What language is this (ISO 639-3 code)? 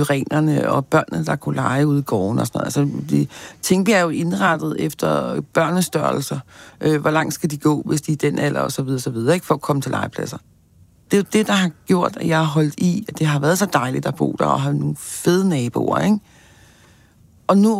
dan